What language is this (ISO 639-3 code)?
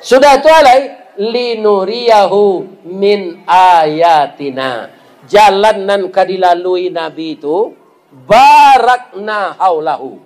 min